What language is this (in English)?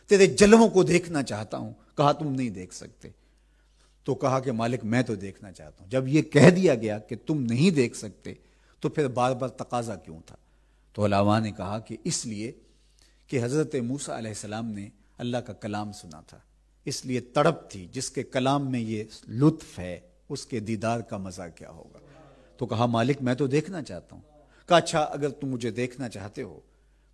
Urdu